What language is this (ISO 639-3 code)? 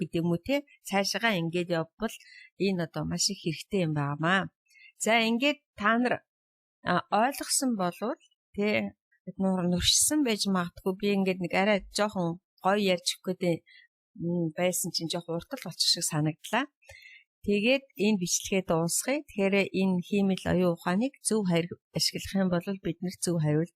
mon